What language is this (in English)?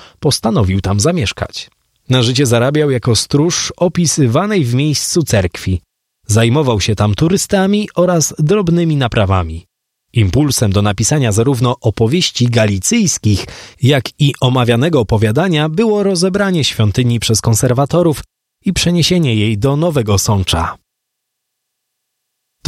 Polish